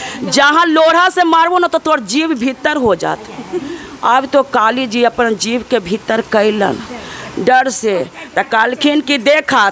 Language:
Magahi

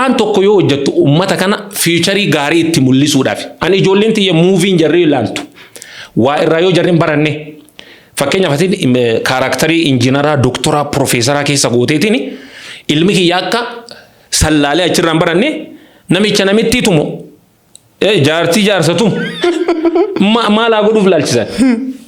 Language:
Oromo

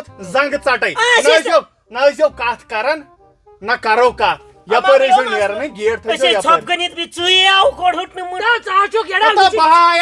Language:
Kashmiri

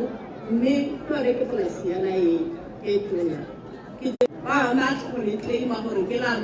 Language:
Tswana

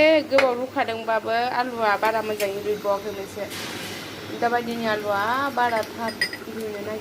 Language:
Bodo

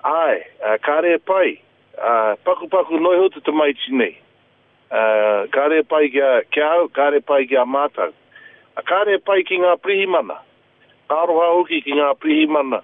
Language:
Māori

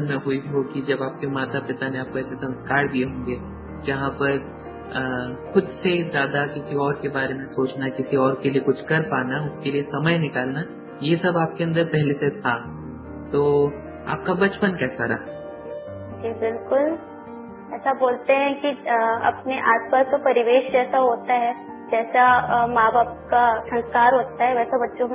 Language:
Hindi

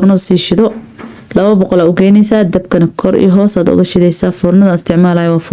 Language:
Somali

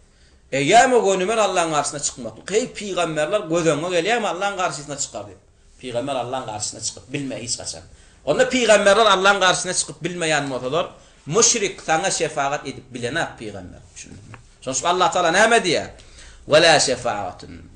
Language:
Turkmen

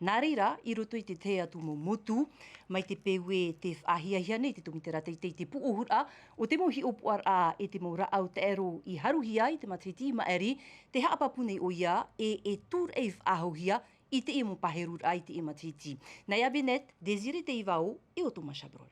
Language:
Tahitian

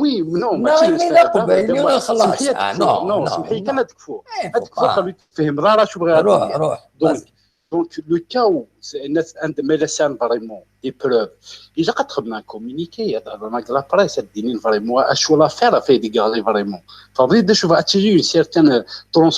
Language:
Kabyle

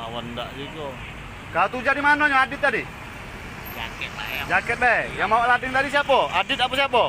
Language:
Musi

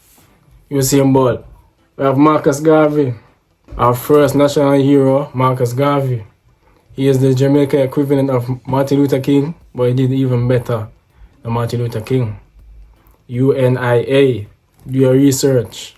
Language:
Jamaican Creole English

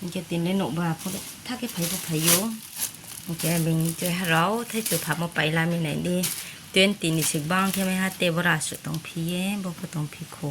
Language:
Riang (India)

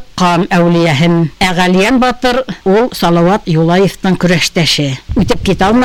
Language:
Bashkir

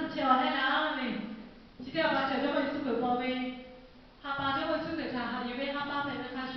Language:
Lahu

